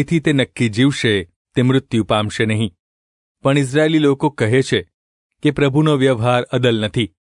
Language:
Gujarati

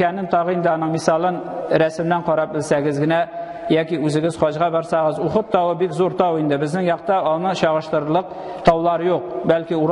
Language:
Tatar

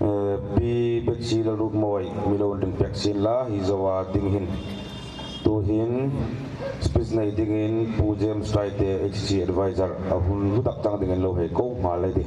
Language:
Hmar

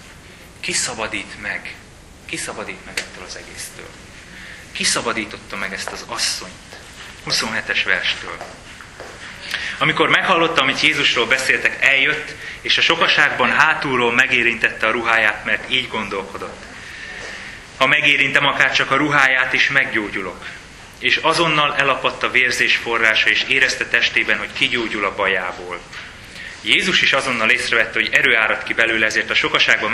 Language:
Hungarian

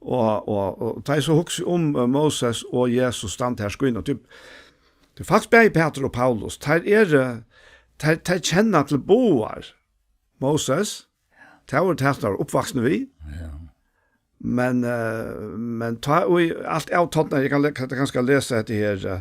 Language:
Faroese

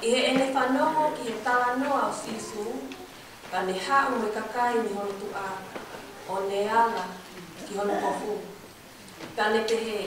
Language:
Tongan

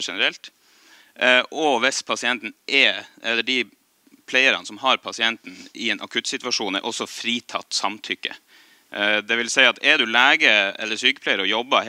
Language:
Norwegian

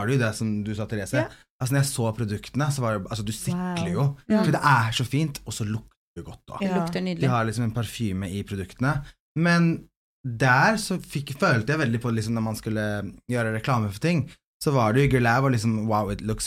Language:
Norwegian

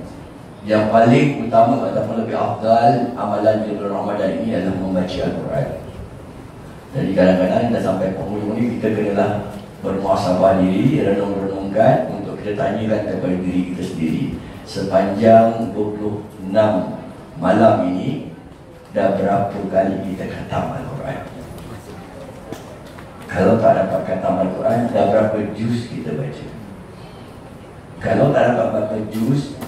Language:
Malay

